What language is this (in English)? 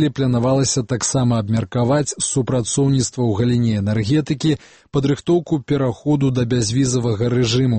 Belarusian